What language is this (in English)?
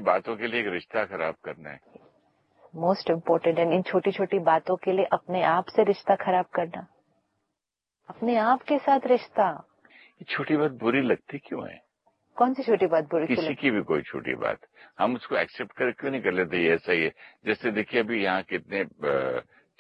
Hindi